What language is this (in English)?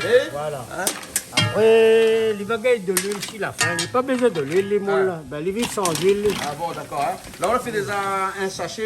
Réunion Creole French